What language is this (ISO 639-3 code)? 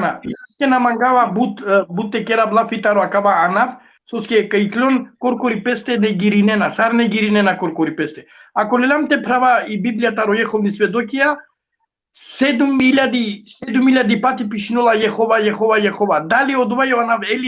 rmn